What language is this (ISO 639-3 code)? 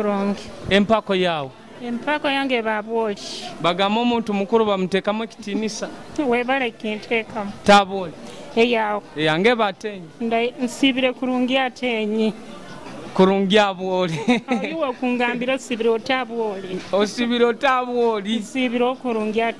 nyo